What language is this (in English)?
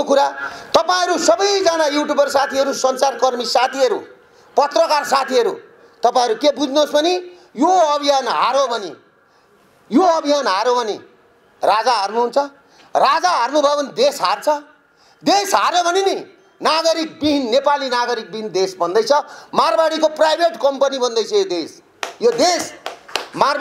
Nepali